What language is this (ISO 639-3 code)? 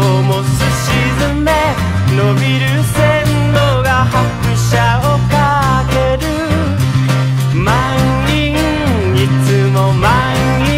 jpn